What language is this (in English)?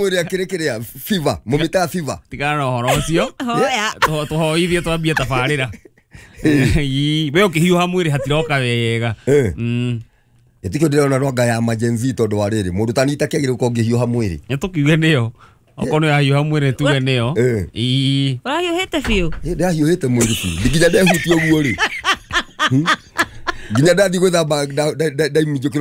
Kikuyu